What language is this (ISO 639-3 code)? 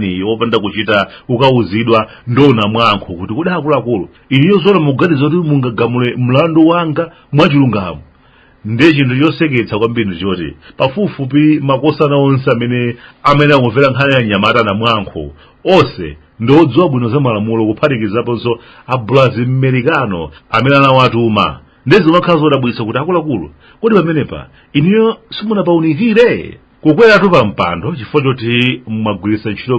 nya